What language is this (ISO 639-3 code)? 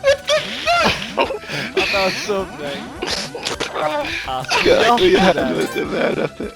fao